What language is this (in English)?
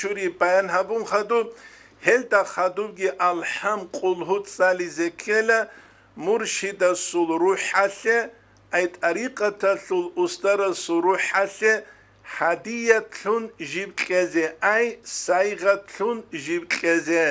Avaric